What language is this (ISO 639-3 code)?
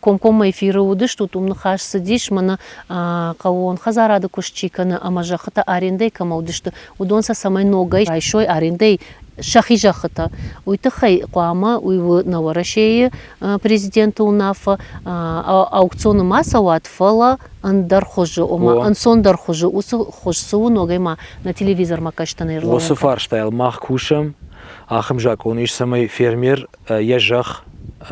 oss